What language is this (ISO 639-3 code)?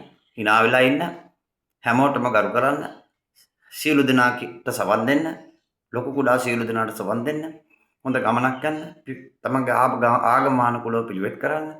sin